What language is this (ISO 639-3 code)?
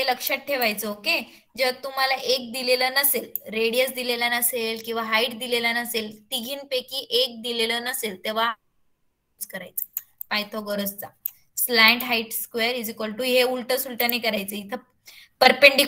mar